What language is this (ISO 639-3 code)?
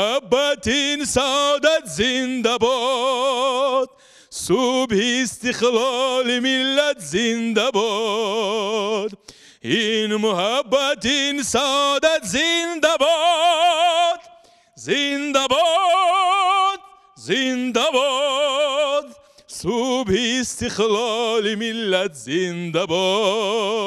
tgk